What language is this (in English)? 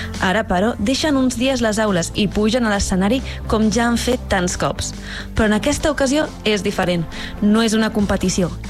Catalan